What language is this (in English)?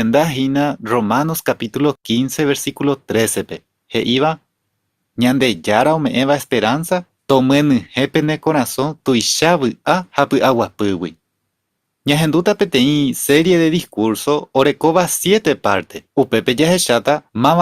Guarani